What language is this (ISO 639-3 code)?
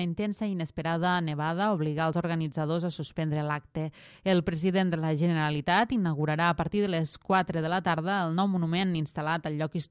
cat